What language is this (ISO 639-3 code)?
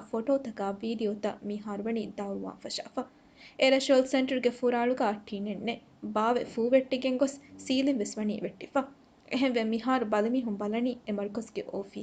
div